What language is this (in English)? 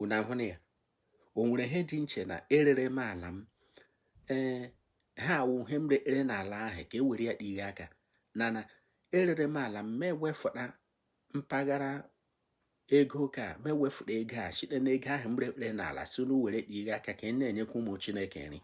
Igbo